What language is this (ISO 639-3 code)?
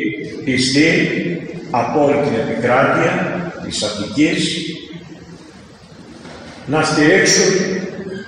ell